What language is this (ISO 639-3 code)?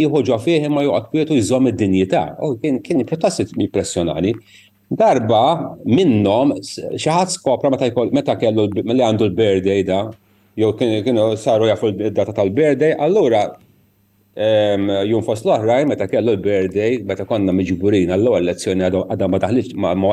mlt